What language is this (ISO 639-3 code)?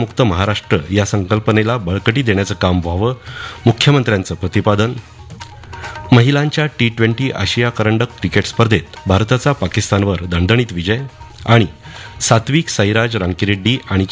mar